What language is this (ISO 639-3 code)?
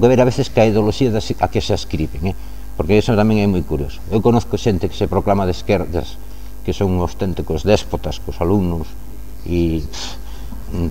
glg